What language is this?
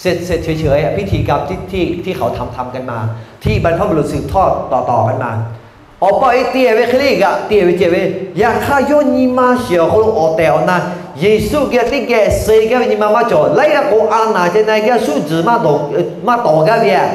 Lahu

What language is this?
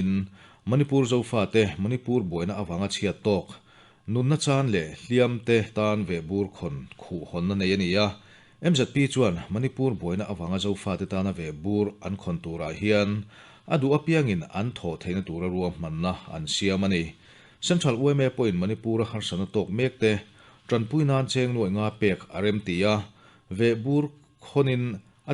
Mizo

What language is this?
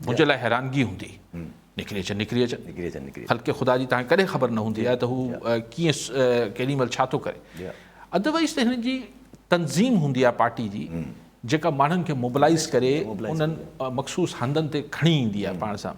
Sindhi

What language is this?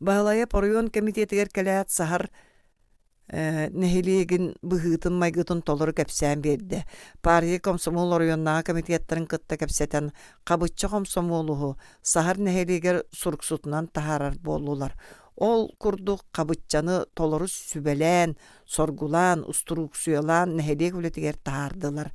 Yakut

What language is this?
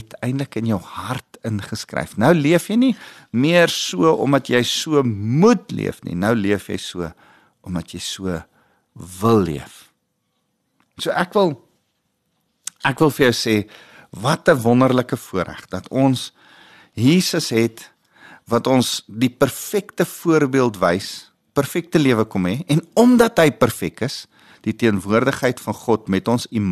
Afrikaans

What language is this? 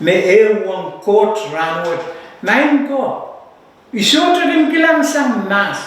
Pohnpeian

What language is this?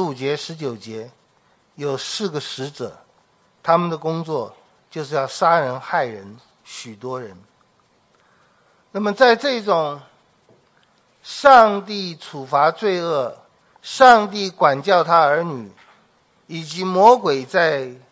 Chinese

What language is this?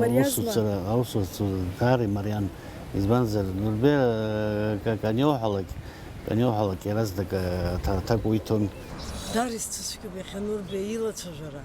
Abkhazian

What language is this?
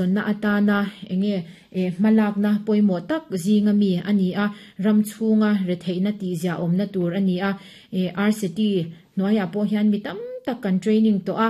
Mizo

